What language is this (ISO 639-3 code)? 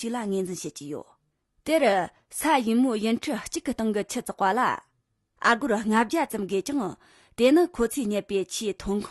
bod